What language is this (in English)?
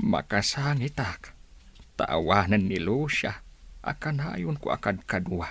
Iloko